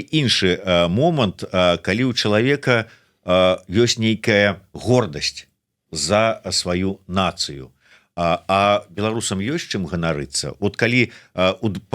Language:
Belarusian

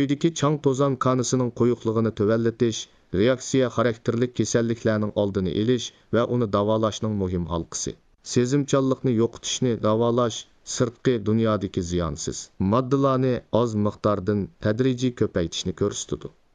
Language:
Uyghur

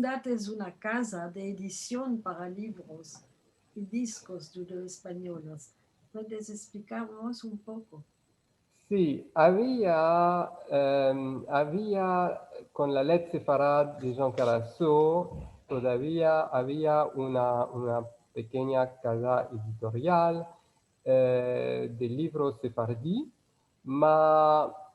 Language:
Ladino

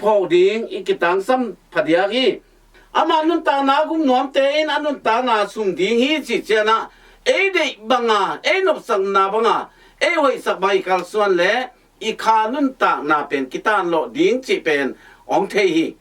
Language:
Tedim Chin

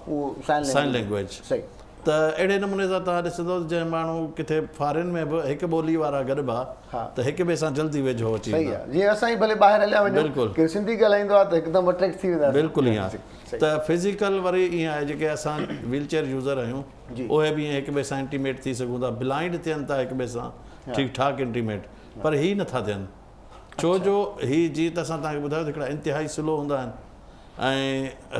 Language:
Sindhi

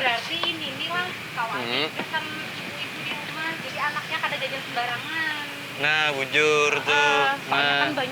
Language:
Banjar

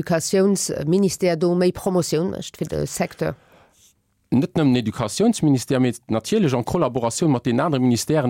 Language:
Luxembourgish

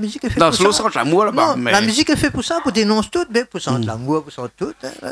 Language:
Réunion Creole French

